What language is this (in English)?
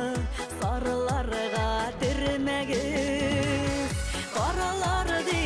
Bashkir